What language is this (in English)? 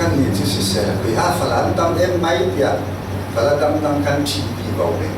Falam Chin